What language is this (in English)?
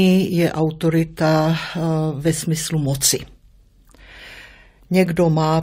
Czech